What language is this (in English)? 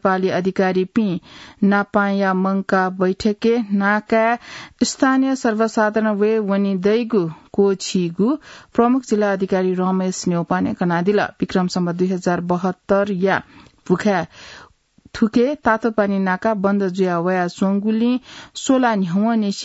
Newari